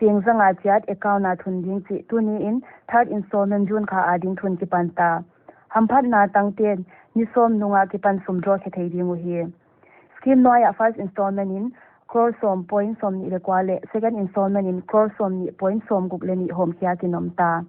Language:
Paite Chin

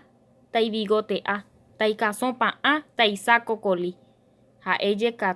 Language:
Guarani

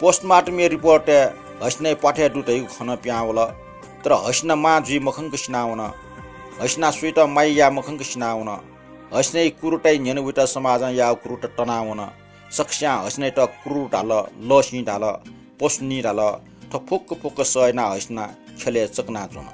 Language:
Newari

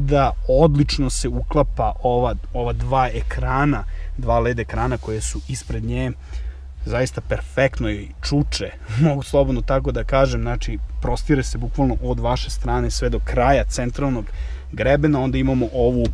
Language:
Serbian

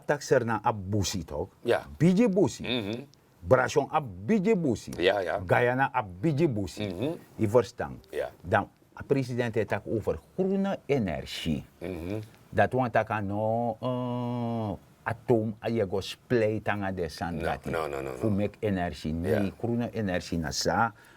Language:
Sranan Tongo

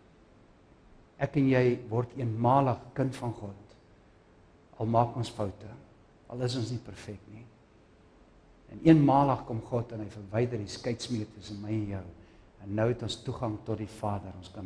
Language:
Afrikaans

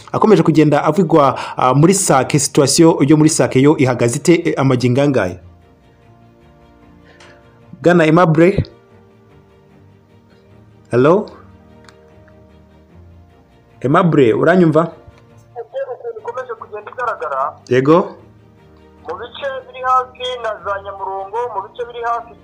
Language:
Kinyarwanda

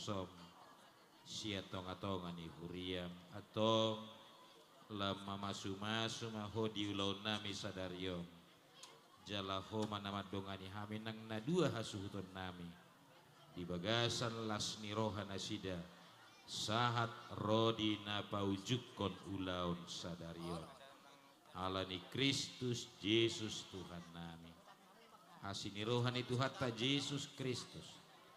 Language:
Batak Toba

